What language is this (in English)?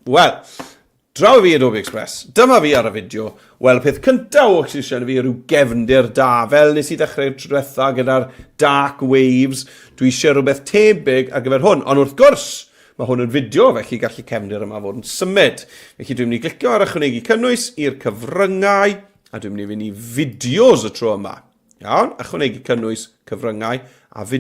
Welsh